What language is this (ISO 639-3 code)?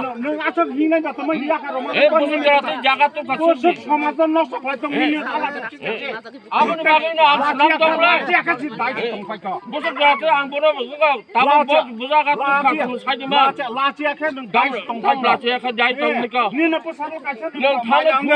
trp